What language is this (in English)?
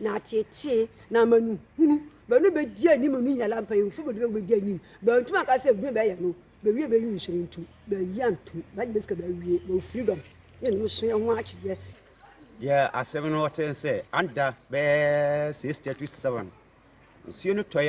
Akan